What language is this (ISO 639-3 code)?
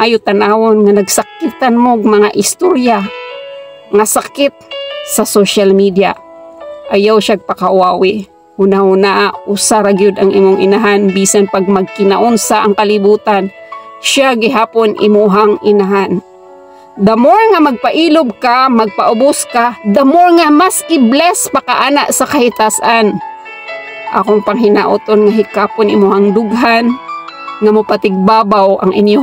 ceb